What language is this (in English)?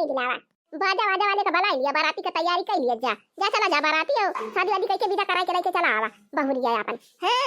Awadhi